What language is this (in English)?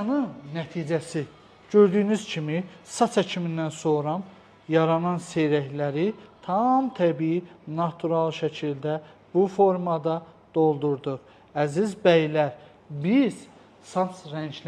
Azerbaijani